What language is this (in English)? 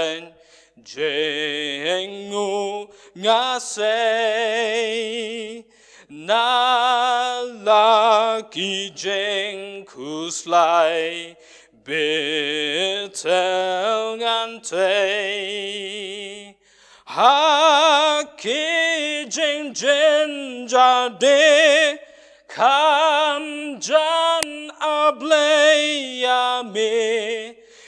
Khasi